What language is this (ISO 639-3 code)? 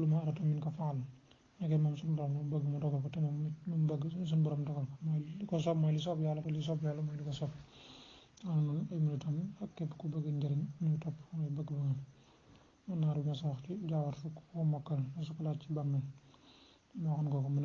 wol